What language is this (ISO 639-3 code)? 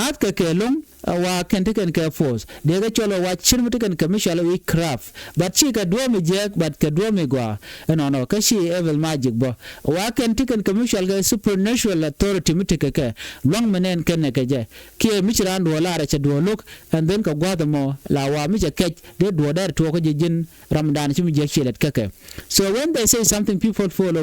nus